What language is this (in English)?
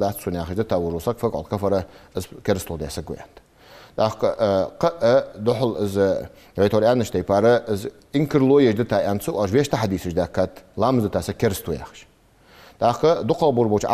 Ingush